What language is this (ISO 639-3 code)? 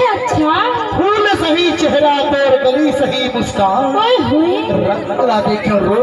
hne